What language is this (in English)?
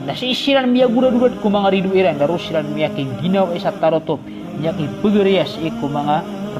Maranao